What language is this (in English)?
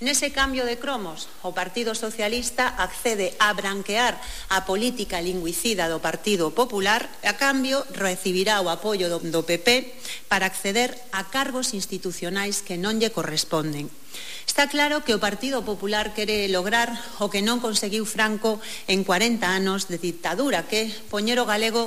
Galician